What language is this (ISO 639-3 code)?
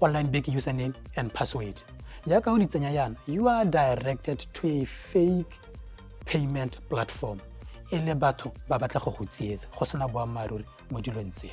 tsn